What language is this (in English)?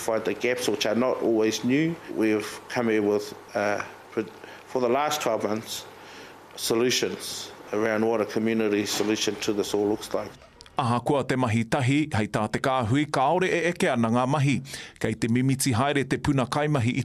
Māori